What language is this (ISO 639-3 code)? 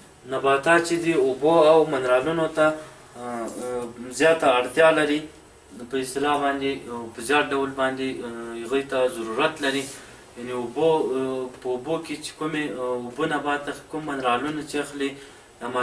pus